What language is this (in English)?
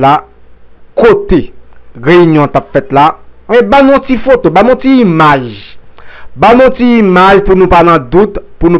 Haitian Creole